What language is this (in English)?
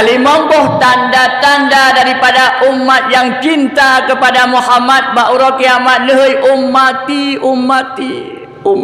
Achinese